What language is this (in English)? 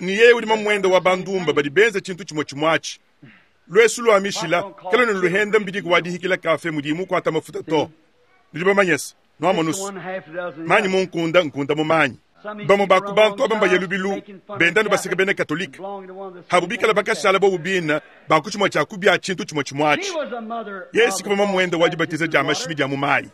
Luba-Lulua